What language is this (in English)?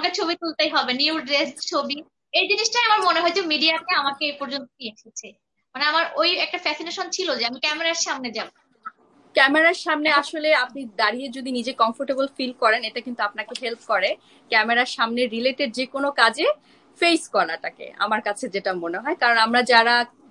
Bangla